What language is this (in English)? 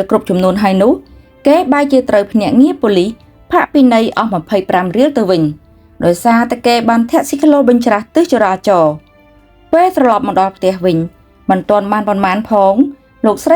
Khmer